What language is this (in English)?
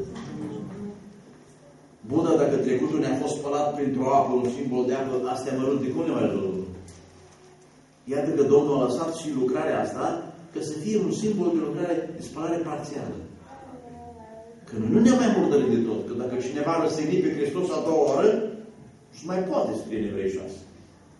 Romanian